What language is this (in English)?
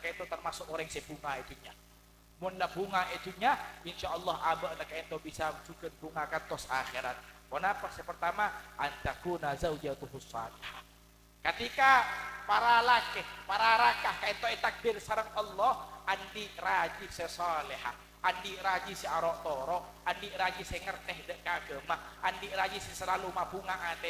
Madurese